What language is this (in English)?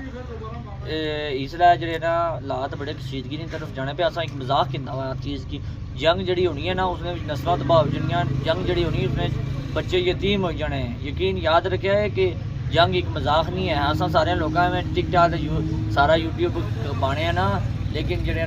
Pahari-Potwari